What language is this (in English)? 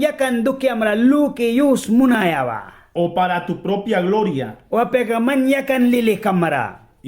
Mískito